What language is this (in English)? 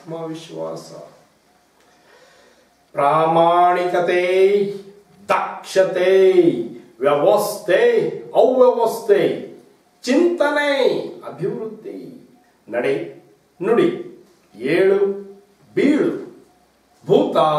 Kannada